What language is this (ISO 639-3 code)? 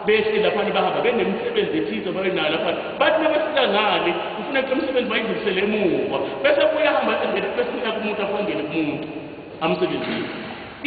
zul